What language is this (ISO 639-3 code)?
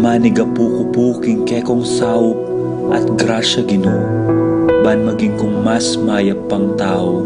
pam